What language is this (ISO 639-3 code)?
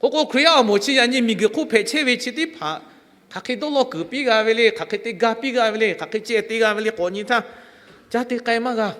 lhu